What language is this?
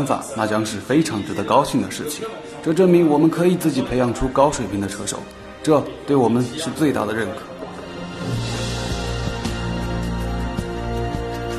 Chinese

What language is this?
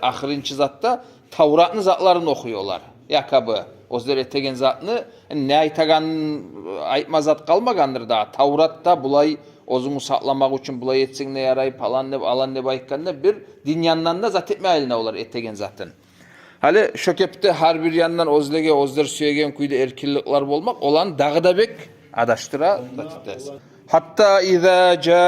Kumyk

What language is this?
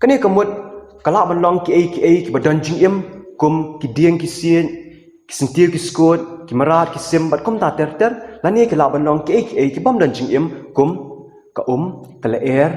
Khasi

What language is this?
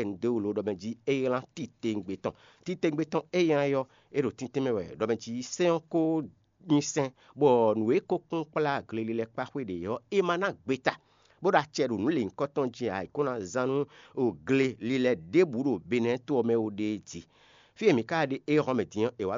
Fon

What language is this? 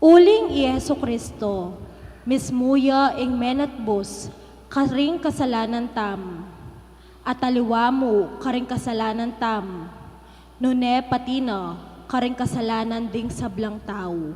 Pampanga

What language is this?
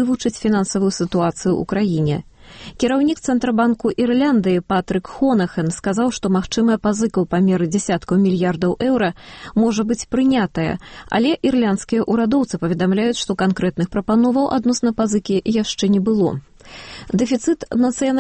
Belarusian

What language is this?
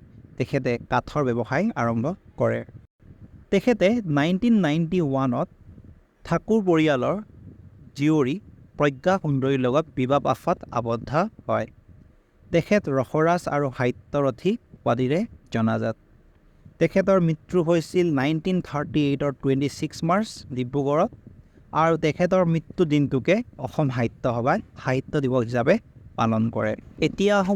Assamese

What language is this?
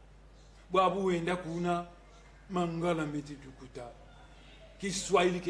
Kongo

